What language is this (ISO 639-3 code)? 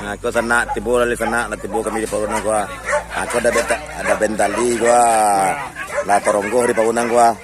min